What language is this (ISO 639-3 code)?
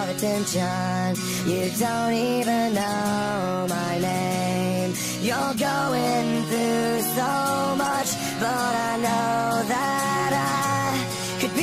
eng